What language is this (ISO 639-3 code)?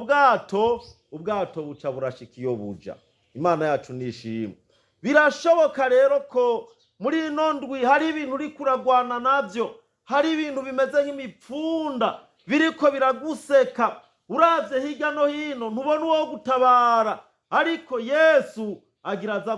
run